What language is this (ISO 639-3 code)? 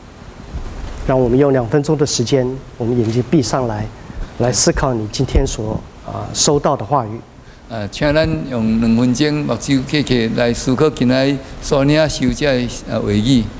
nan